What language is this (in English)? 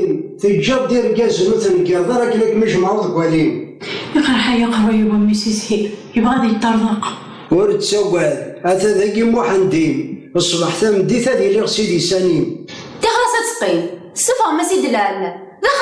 Kabyle